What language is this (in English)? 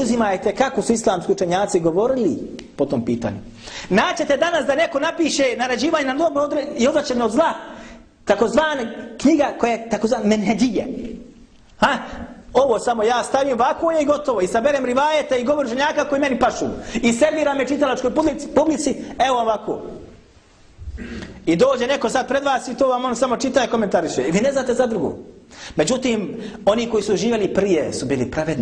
Bosnian